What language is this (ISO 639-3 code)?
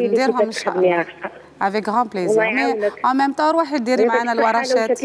arq